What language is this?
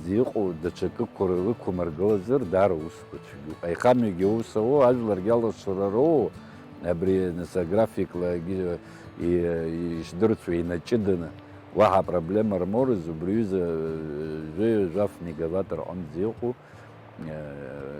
Abkhazian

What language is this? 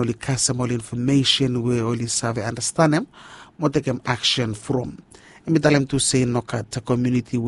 Bislama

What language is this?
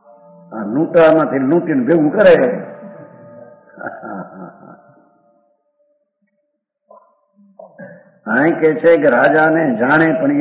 Gujarati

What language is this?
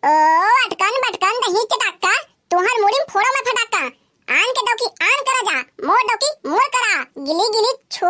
Chhattisgarhi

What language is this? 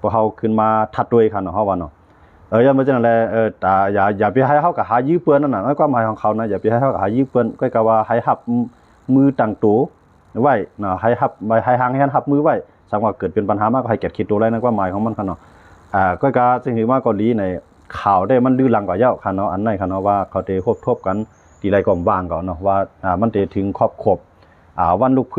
Shan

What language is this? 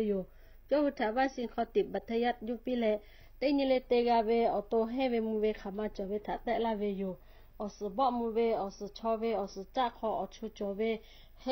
Lahu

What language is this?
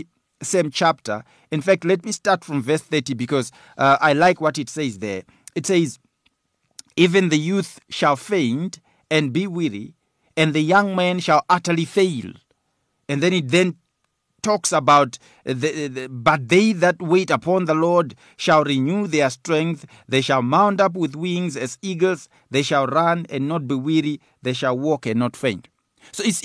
English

